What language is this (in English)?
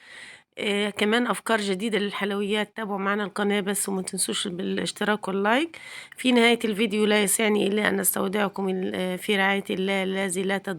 Egyptian Arabic